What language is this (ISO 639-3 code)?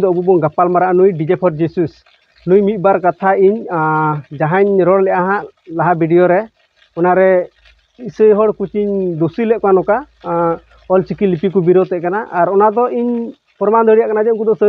sat